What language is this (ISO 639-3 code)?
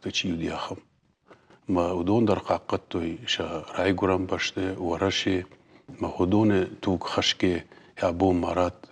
oss